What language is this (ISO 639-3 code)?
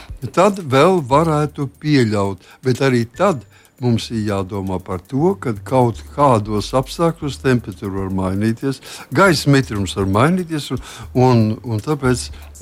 lav